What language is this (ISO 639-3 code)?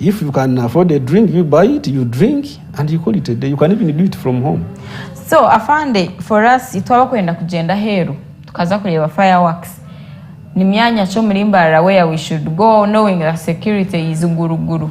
nyn